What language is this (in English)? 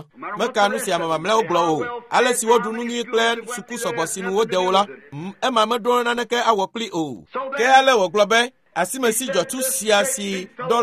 Ewe